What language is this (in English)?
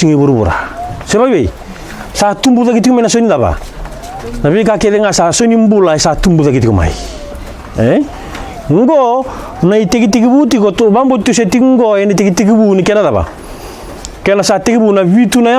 Fijian